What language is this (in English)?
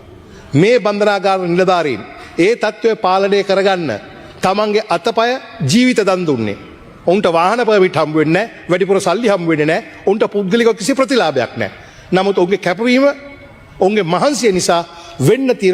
Sinhala